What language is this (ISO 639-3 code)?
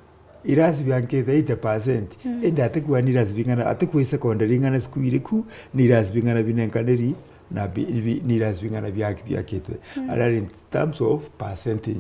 mer